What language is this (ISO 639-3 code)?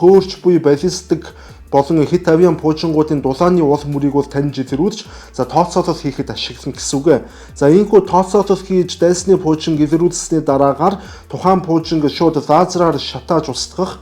mon